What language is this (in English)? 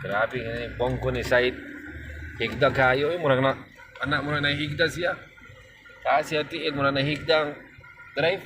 Cebuano